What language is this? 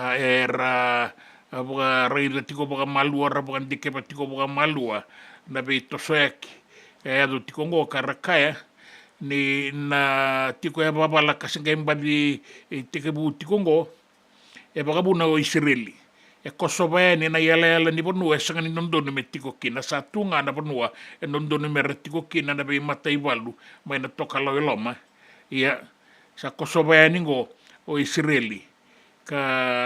Fijian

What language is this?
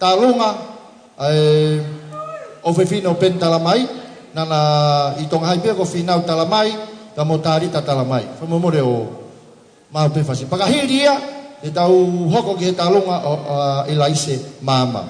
Tongan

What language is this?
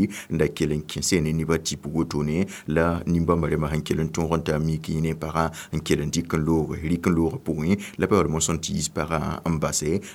Mossi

